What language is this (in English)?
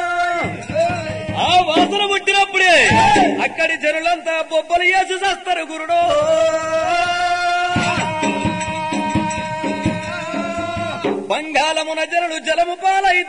Telugu